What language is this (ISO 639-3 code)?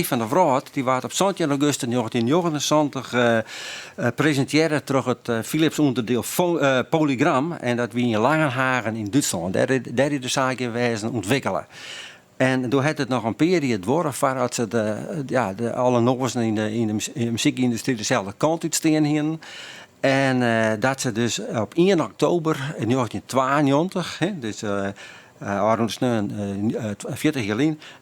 fry